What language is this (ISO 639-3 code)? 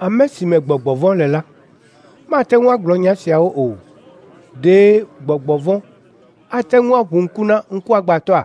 ewe